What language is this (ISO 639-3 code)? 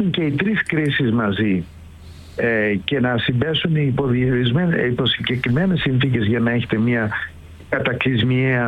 ell